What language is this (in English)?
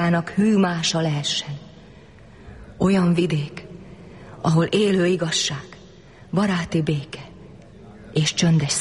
Hungarian